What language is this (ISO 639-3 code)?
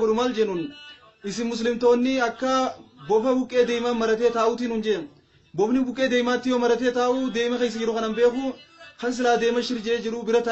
orm